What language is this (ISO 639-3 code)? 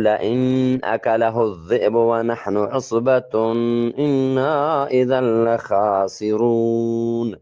bgp